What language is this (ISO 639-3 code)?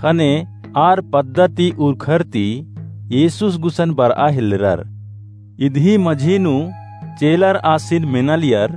kru